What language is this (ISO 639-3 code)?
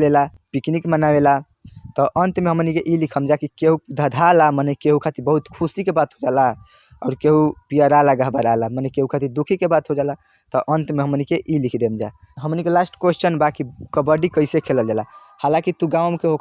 bho